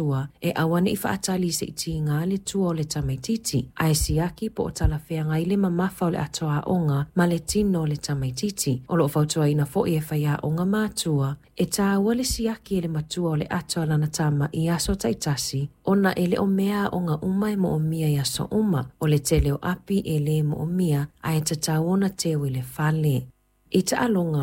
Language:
Samoan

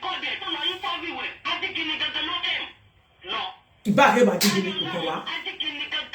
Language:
Yoruba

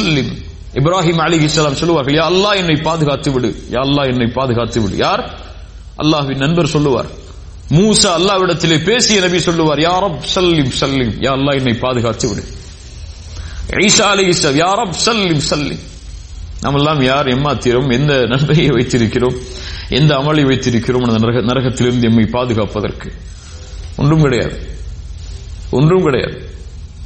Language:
Tamil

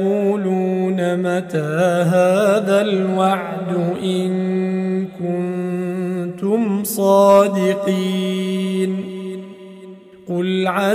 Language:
Arabic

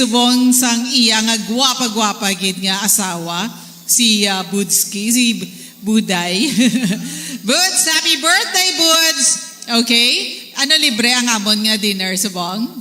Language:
Hiligaynon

